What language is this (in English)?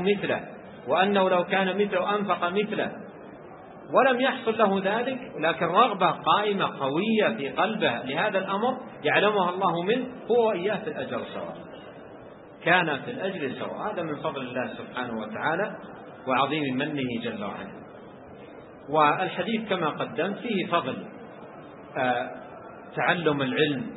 Arabic